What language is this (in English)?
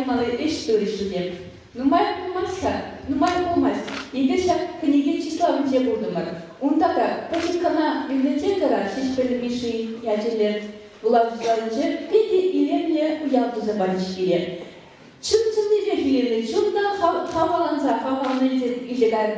Chuvash